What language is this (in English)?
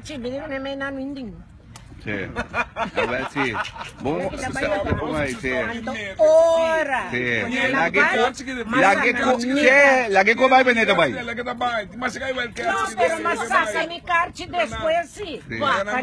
Papiamento